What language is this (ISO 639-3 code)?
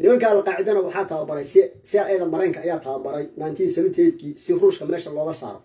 som